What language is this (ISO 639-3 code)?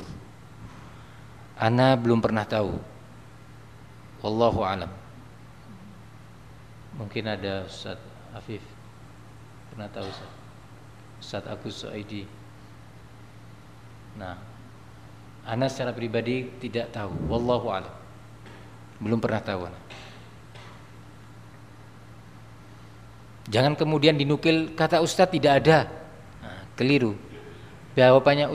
ind